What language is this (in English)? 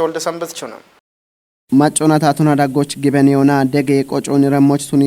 Kafa